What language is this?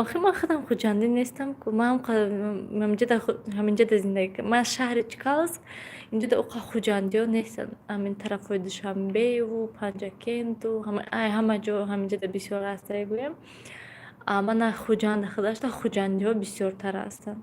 Tajik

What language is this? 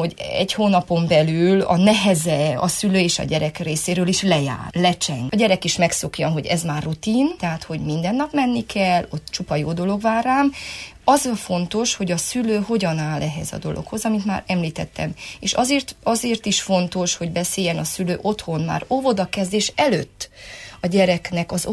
Hungarian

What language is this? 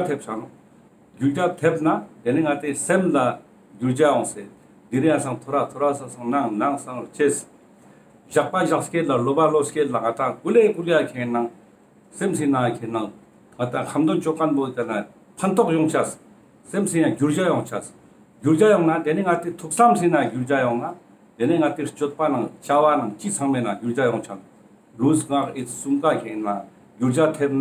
Ladakhi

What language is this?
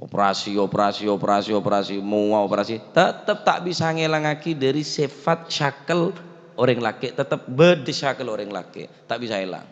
Madurese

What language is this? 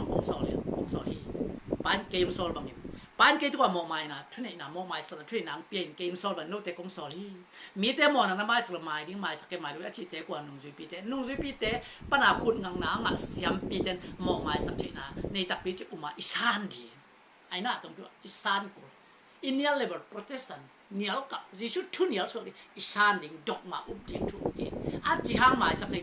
Tedim Chin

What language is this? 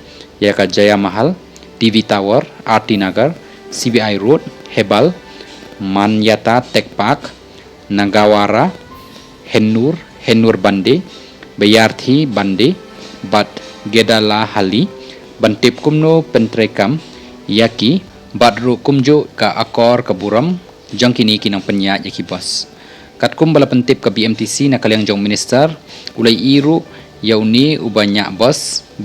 Khasi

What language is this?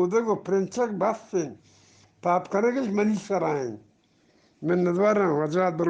Eastern Balochi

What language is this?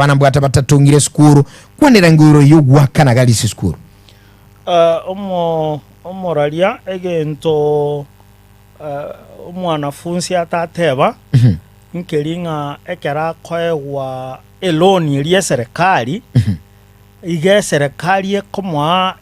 Gusii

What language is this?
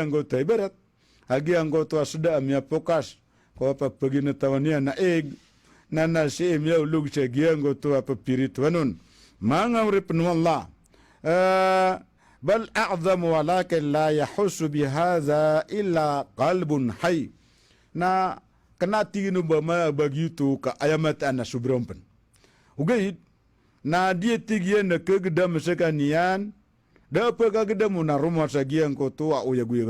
Maranao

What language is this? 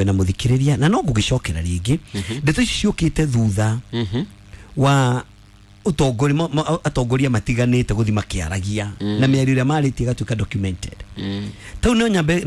Kikuyu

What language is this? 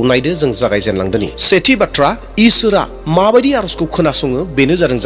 Bodo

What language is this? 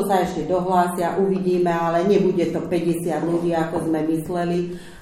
Slovak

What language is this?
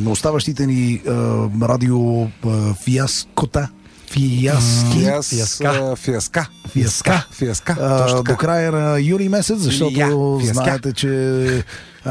Bulgarian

